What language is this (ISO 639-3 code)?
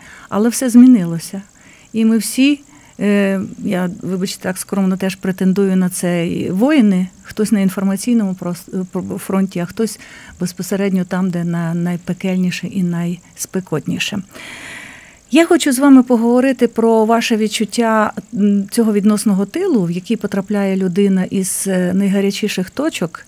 ukr